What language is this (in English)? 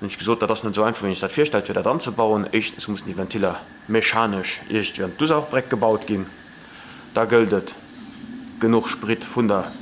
Luxembourgish